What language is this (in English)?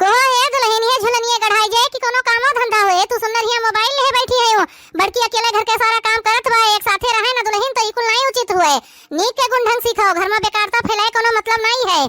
Awadhi